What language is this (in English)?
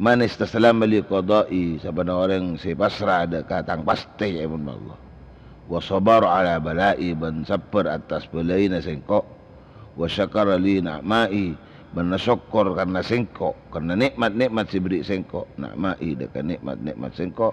Madurese